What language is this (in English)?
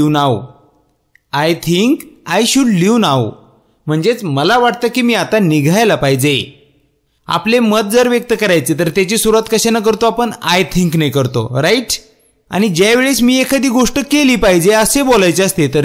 Marathi